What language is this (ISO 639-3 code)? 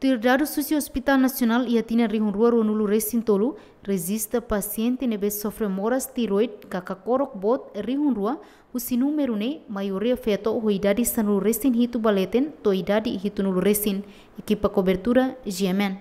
tet